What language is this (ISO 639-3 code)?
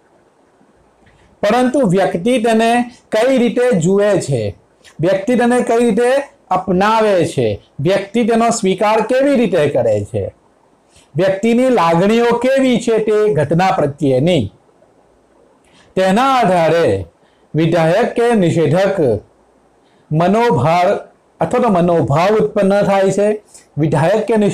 guj